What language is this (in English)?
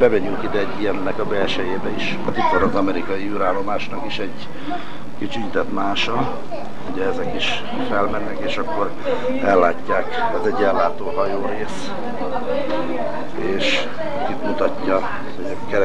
Hungarian